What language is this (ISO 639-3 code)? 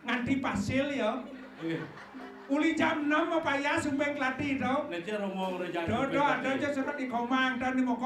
ban